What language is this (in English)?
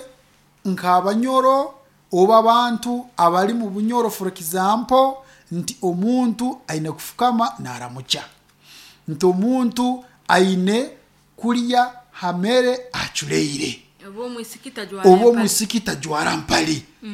Nyoro